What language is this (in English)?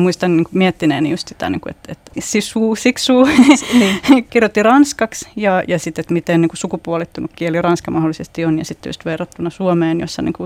Finnish